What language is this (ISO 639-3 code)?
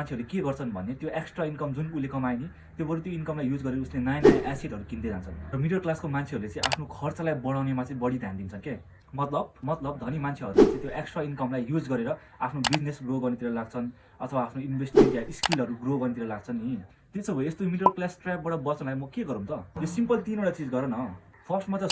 nep